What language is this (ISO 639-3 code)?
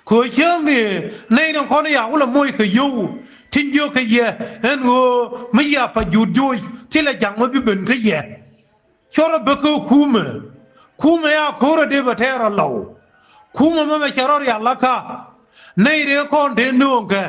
nus